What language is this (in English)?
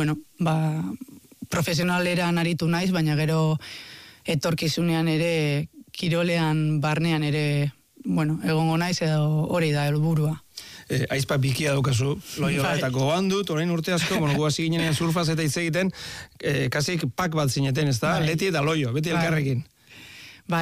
Basque